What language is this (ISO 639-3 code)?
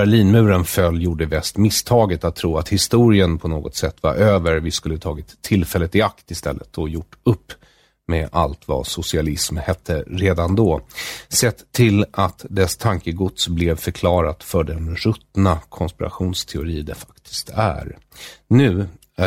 swe